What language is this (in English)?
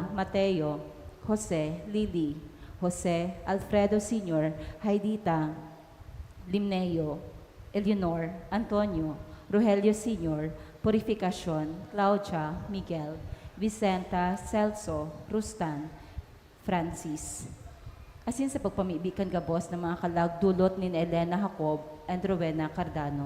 Bikol